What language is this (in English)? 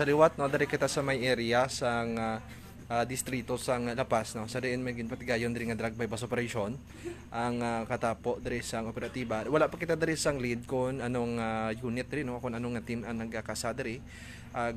Hiligaynon